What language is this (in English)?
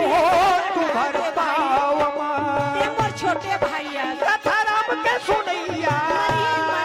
Chhattisgarhi